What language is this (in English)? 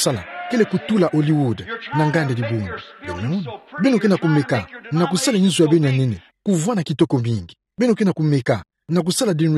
Kituba (Democratic Republic of Congo)